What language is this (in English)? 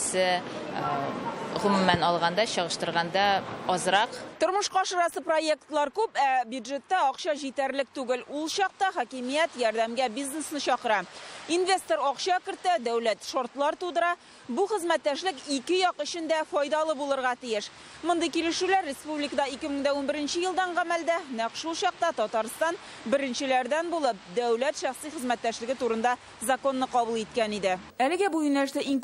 Tatar